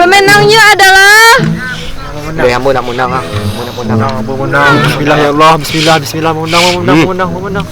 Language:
Minangkabau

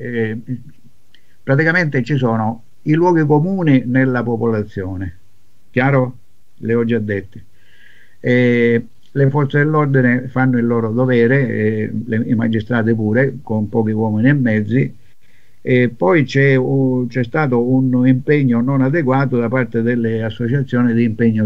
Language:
Italian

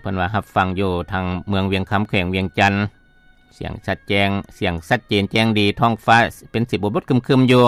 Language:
Lao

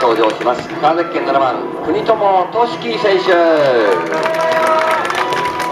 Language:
Japanese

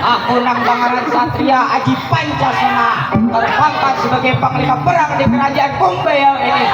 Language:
Banjar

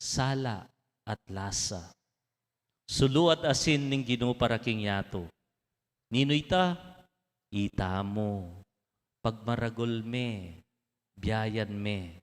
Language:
Pampanga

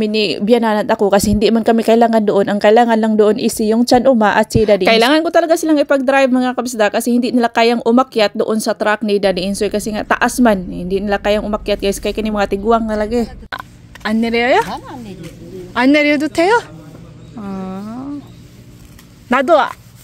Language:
Filipino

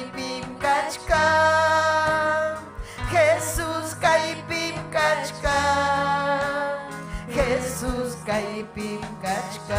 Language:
Ayacucho Quechua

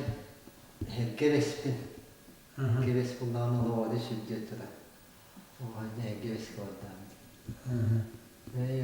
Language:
Yakut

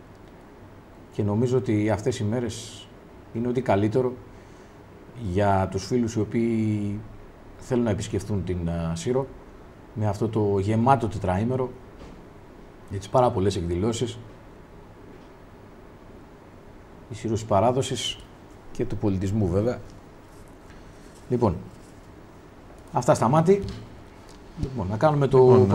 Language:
Greek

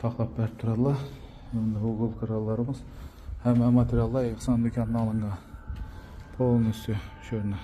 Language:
Uzbek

